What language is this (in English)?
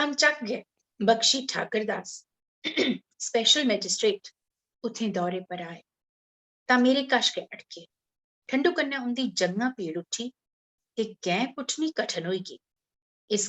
Dogri